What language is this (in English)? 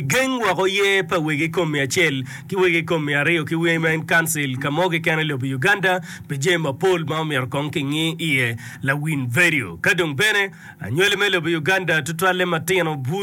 Acoli